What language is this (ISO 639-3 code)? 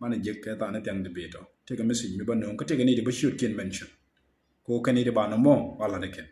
nus